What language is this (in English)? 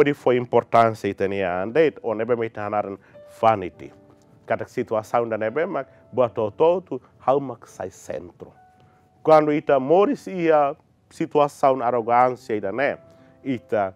Tetum